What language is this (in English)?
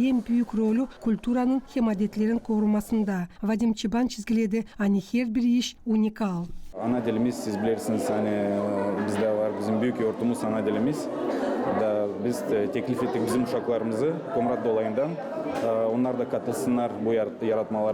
Gagauz